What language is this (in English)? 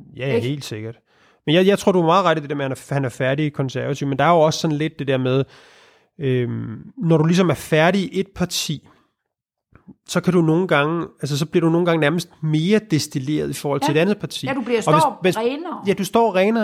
Danish